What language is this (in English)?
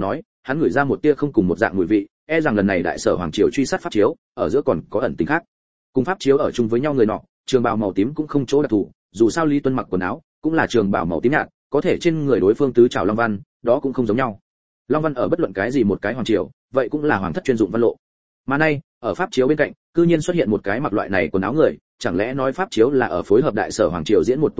Vietnamese